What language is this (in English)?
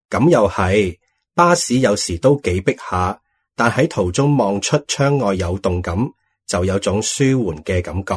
Cantonese